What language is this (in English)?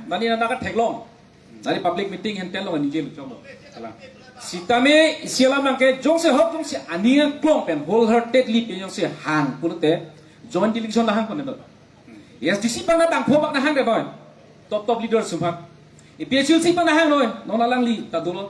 Karbi